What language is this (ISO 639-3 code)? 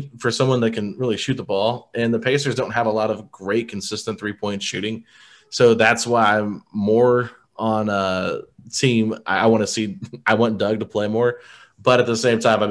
eng